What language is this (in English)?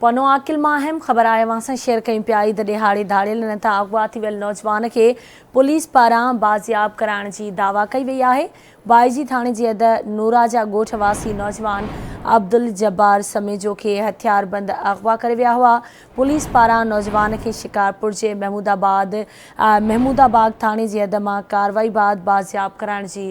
Sindhi